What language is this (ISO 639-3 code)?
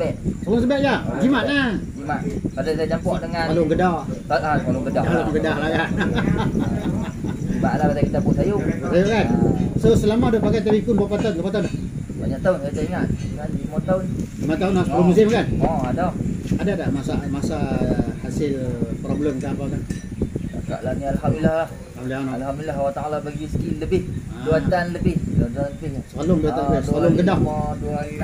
msa